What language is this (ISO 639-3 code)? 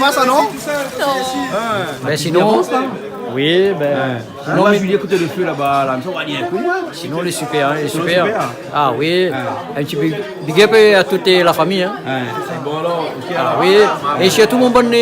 rcf